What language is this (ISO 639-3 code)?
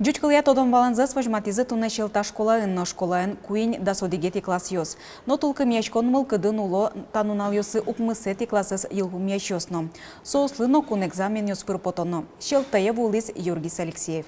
udm